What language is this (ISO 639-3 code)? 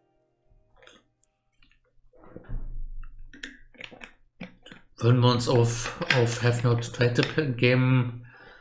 deu